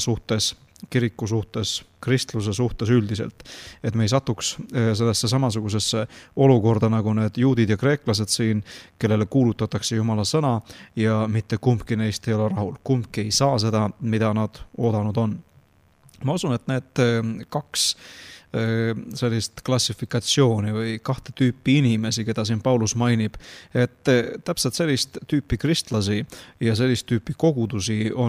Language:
Estonian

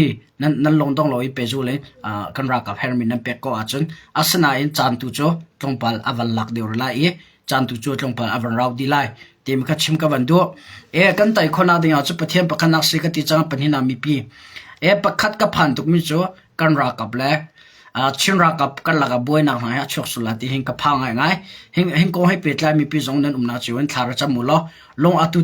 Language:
Hakha Chin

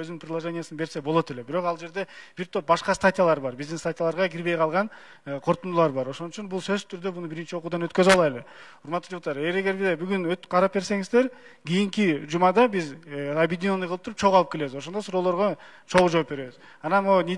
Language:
Kyrgyz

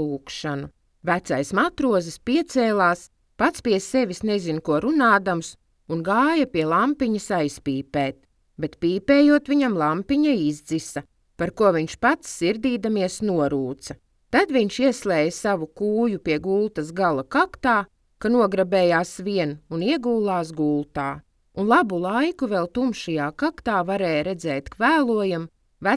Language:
Latvian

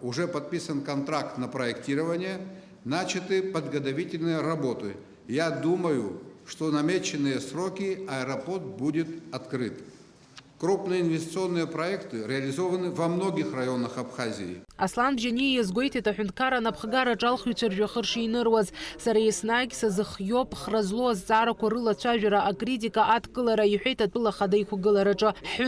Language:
Abkhazian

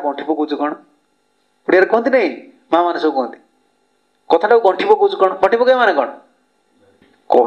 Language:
Odia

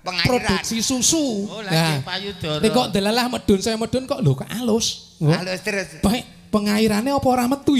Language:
Javanese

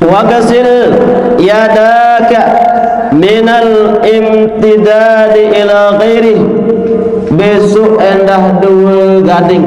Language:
Sasak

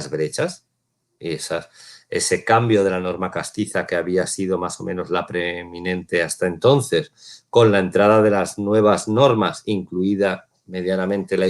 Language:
Ladino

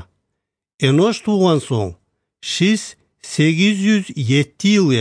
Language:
Kumyk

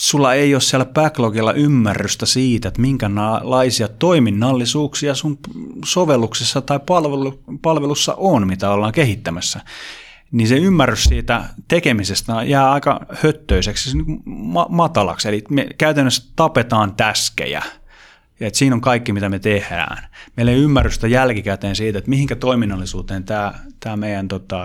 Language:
Finnish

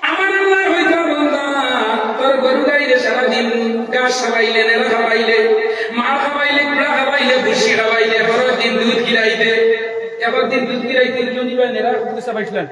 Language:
Sylheti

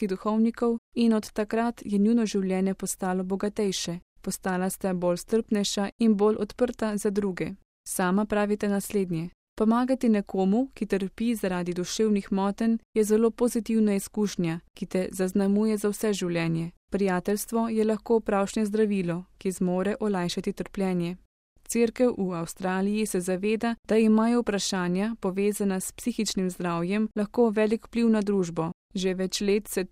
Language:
Slovenian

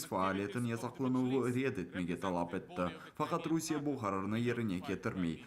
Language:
Crimean Tatar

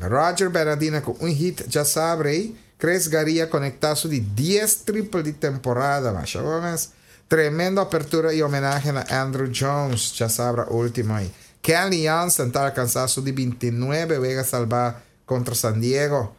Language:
Papiamento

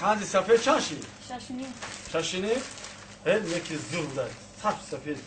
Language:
Tajik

